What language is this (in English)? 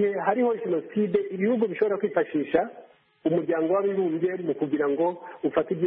Kinyarwanda